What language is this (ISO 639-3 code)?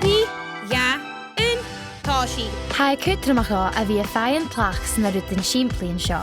gla